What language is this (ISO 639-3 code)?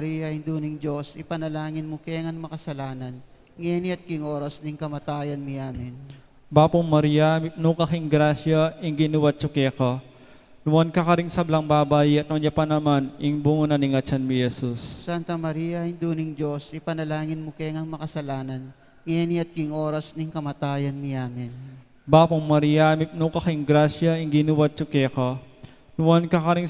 pam